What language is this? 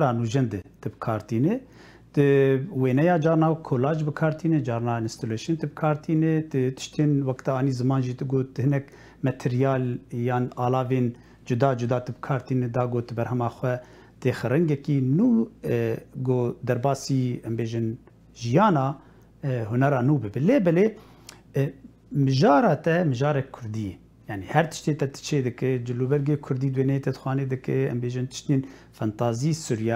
Kurdish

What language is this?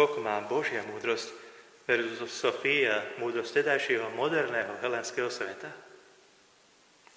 Slovak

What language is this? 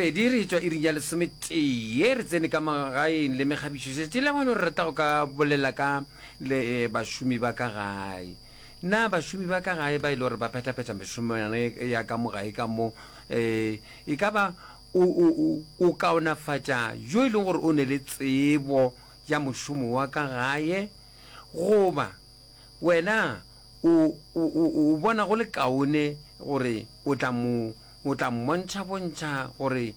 Northern Sotho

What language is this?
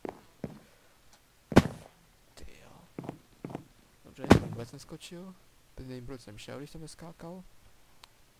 Czech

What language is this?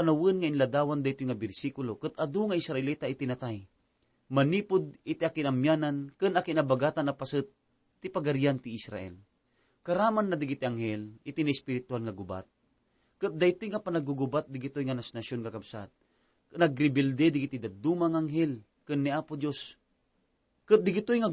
Iloko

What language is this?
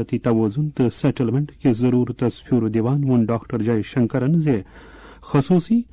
Kashmiri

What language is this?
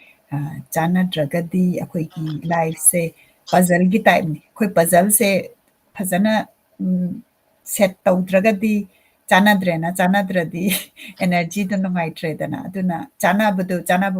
Manipuri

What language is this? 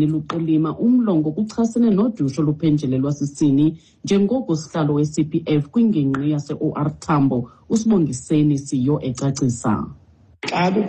Xhosa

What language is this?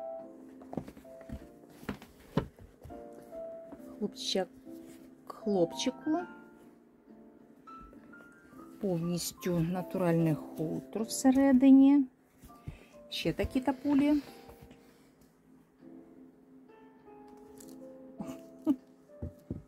Ukrainian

